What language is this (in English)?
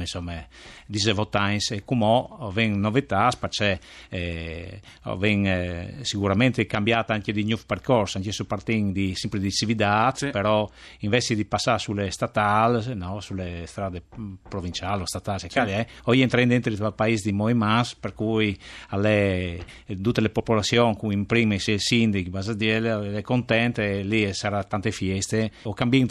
Friulian